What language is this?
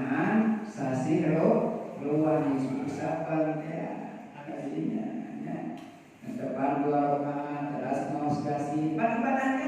Sundanese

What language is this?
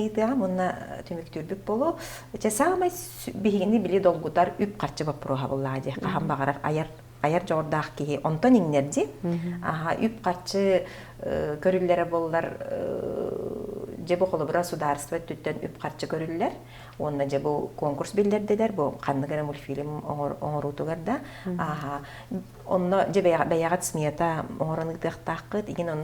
Yakut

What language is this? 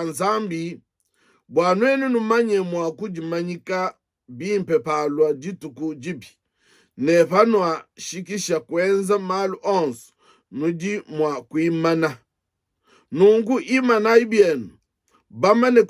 Luba-Lulua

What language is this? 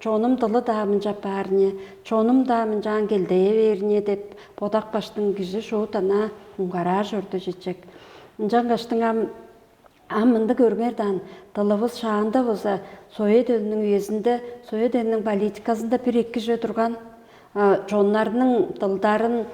Tuvinian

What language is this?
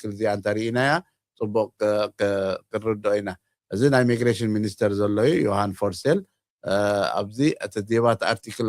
Tigrinya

